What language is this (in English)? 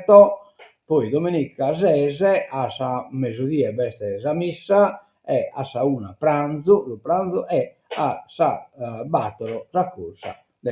Sardinian